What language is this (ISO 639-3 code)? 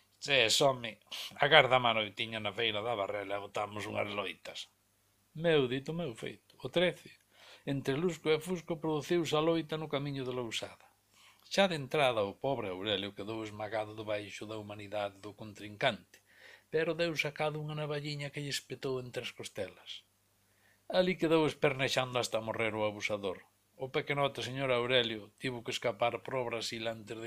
glg